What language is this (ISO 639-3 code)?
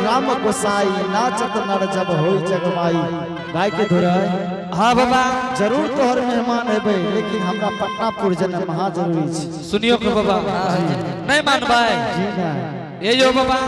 anp